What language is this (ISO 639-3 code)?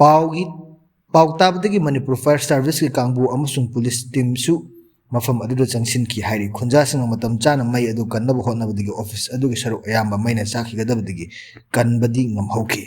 mni